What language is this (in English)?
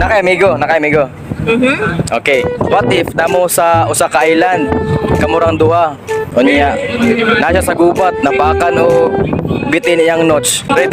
Cebuano